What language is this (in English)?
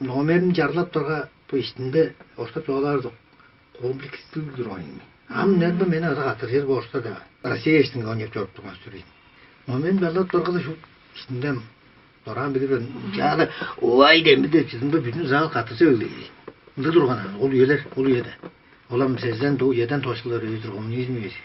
Tuvinian